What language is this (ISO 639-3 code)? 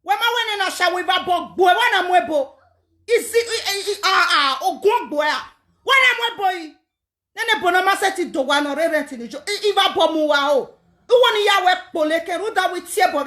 pcm